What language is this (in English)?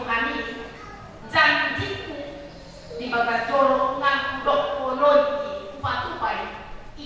Batak Toba